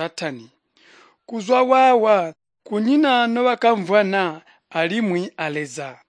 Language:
Tonga (Zambia)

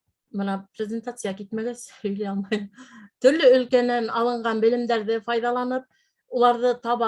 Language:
Bashkir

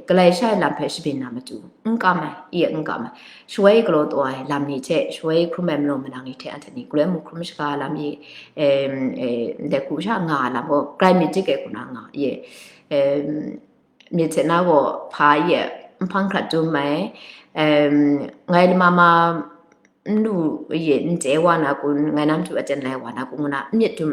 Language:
Kachin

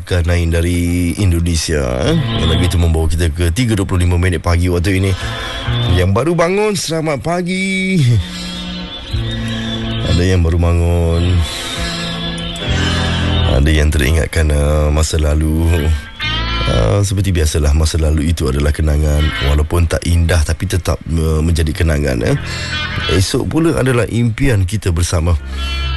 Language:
Malay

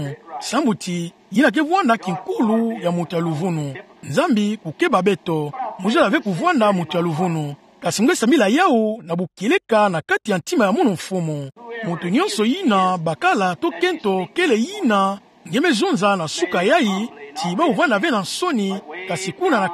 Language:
Kituba (Democratic Republic of Congo)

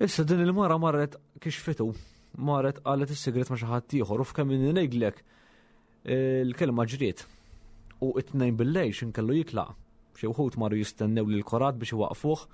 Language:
Maltese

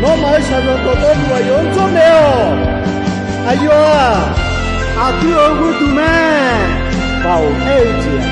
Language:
Akha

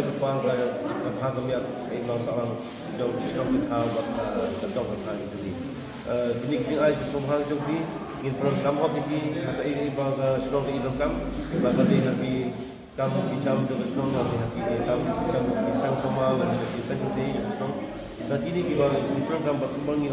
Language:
Khasi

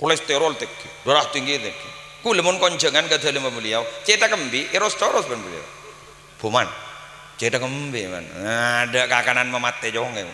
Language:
Madurese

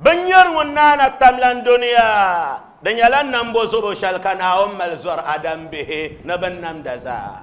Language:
Dagbani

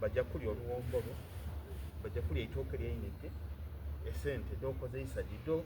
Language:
Soga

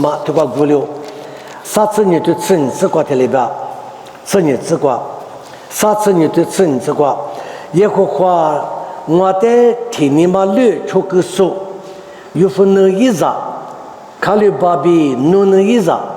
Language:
Lisu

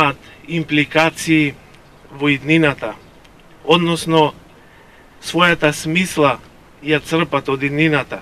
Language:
Macedonian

